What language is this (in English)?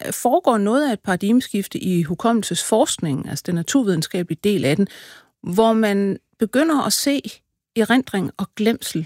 Danish